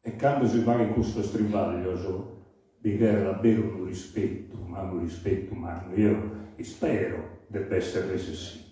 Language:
Sardinian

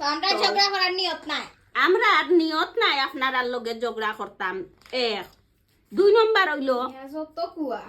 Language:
Sylheti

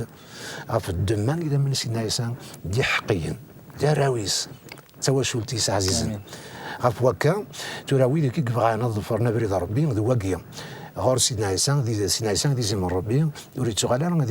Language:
Kabyle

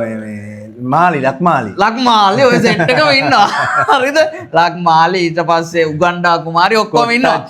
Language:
Sinhala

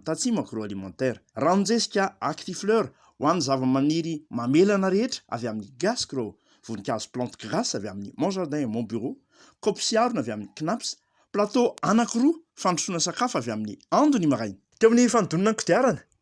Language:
Malagasy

